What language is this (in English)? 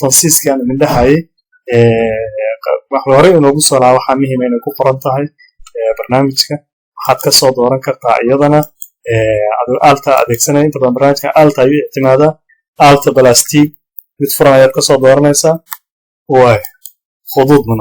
Somali